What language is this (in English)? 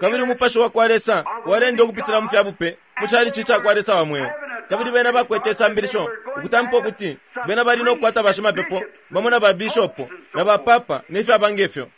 Bemba